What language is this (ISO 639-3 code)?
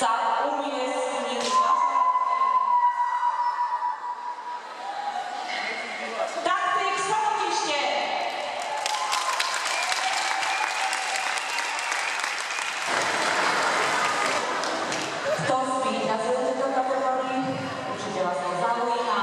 slk